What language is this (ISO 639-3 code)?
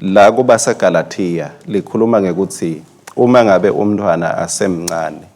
ssw